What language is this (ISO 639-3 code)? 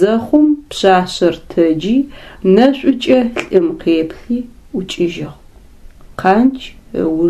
ady